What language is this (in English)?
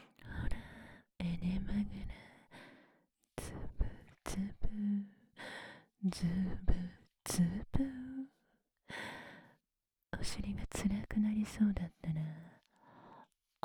Japanese